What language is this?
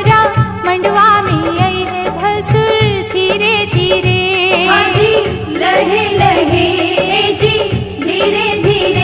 Bhojpuri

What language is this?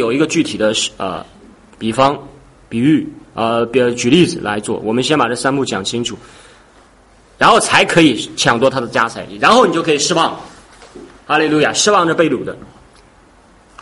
Chinese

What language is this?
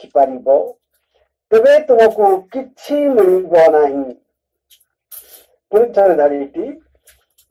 Odia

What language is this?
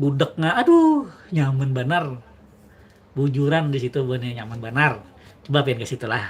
Banjar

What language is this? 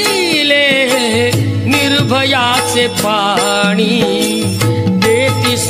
Marathi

